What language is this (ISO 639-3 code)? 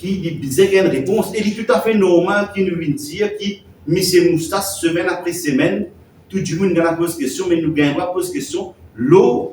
mfe